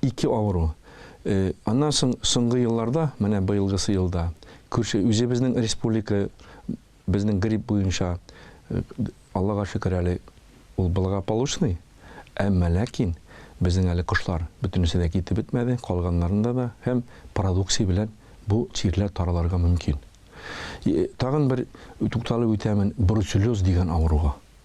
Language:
Tatar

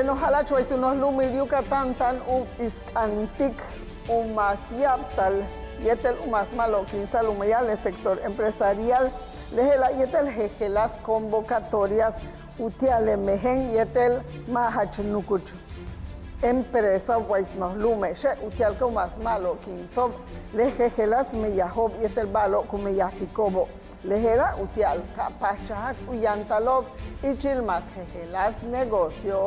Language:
Yucateco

